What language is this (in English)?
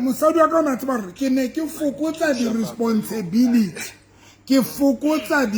Southern Sotho